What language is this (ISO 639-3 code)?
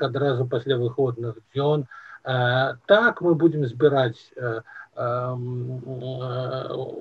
bel